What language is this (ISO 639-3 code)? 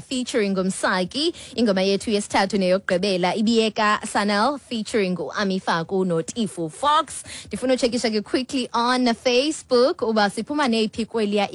xho